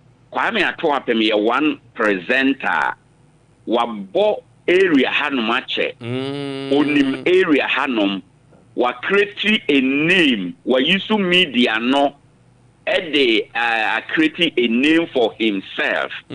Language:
Akan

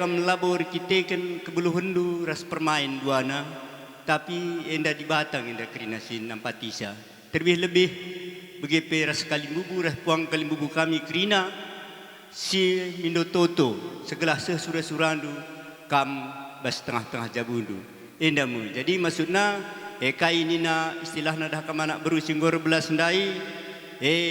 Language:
Batak Karo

